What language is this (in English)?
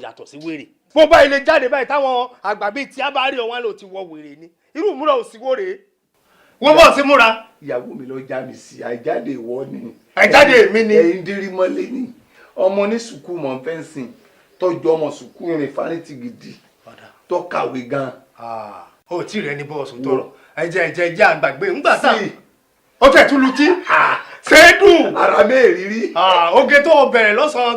Yoruba